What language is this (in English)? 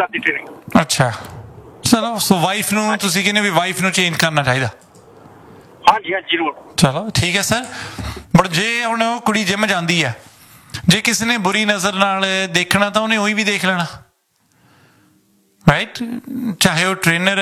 Punjabi